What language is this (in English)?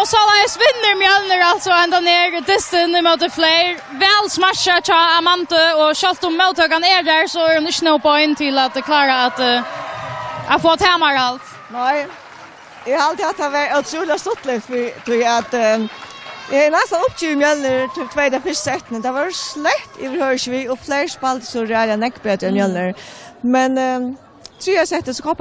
Faroese